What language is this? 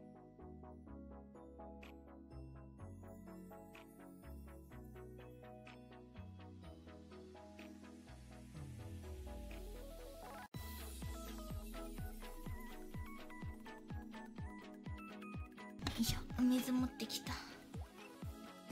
Japanese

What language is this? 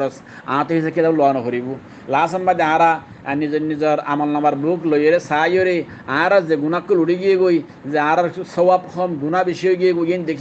Rohingya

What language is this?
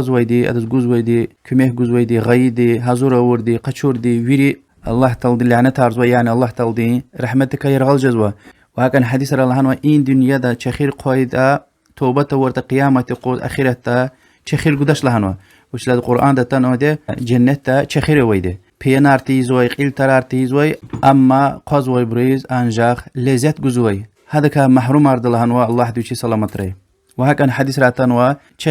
Lezghian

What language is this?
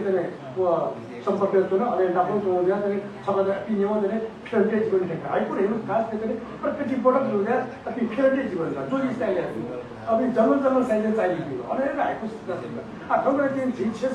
Newari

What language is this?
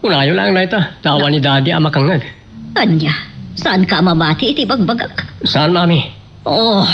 Iloko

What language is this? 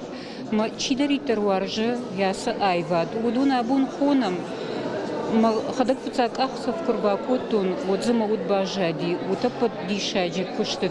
Ossetic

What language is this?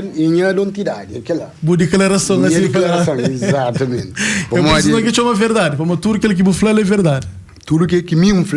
Kabuverdianu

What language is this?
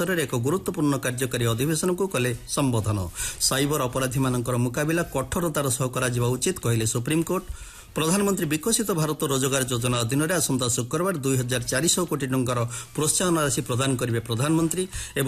Odia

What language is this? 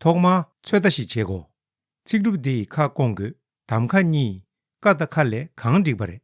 Tibetan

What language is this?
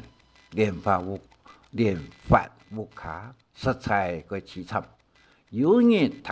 Hakka Chinese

